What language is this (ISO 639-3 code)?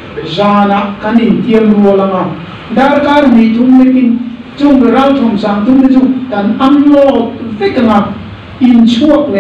lus